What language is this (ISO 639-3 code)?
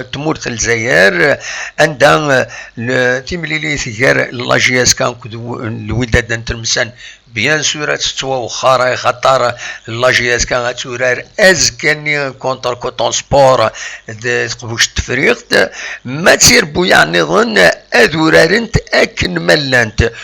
kab